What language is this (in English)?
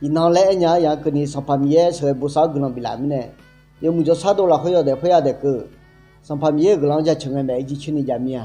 Akha